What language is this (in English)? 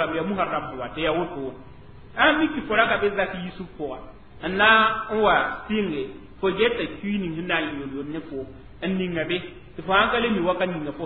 Mossi